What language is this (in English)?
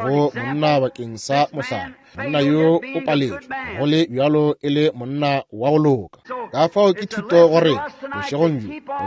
Northern Sotho